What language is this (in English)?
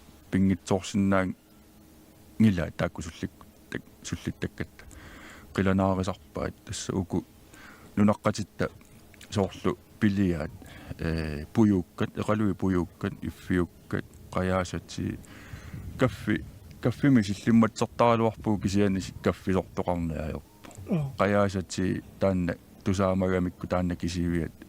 Kalaallisut